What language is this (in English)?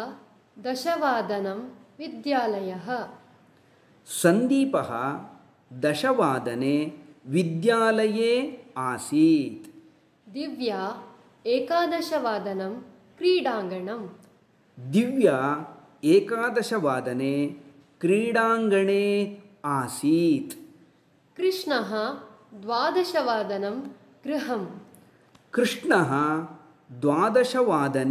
Sanskrit